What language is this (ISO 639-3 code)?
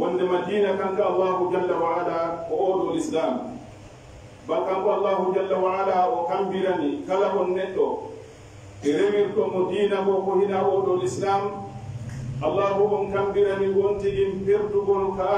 fuf